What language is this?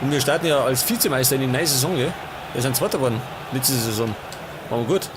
Bavarian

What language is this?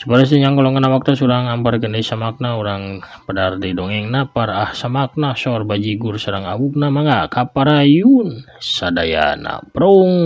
Sundanese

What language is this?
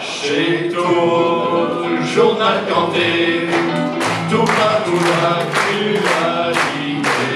Picard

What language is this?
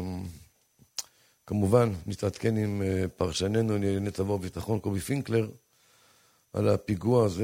Hebrew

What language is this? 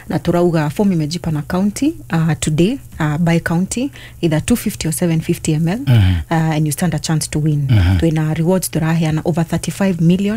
Kikuyu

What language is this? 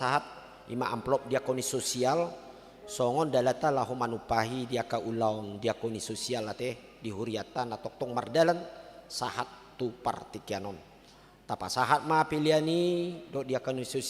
Batak Toba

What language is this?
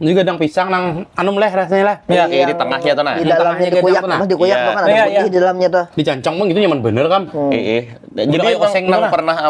Banjar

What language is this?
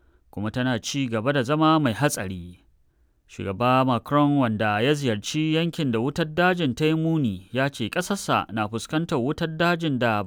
Hausa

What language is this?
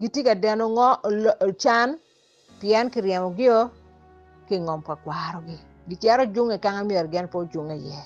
Acoli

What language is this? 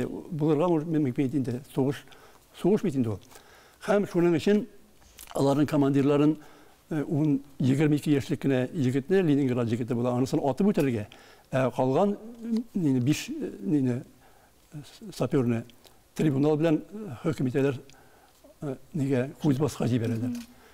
Tatar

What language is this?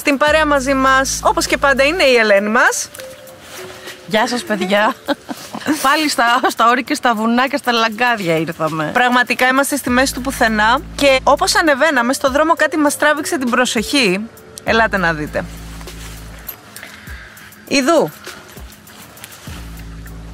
Greek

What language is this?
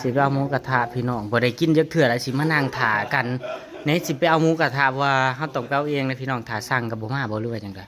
Northeastern Thai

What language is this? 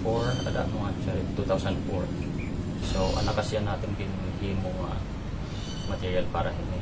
Waray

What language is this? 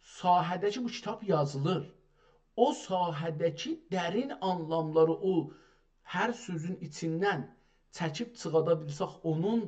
South Azerbaijani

